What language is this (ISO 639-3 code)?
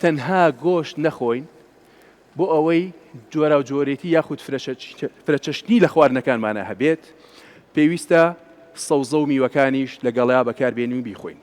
ckb